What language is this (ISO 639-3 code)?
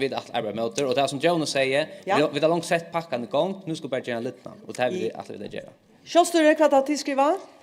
fao